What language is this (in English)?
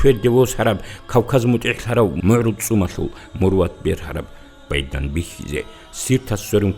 Avaric